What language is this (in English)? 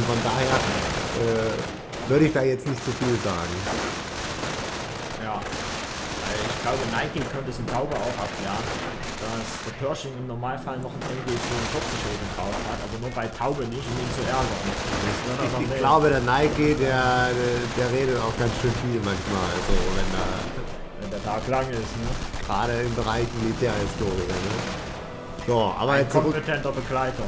German